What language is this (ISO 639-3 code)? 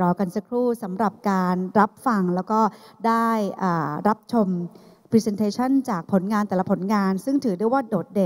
tha